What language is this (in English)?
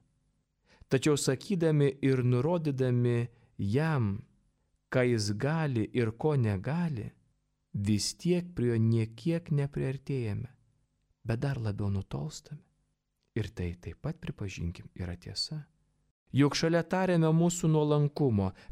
Lithuanian